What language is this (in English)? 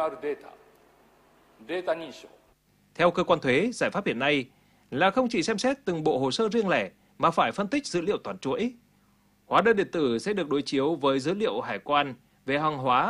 Vietnamese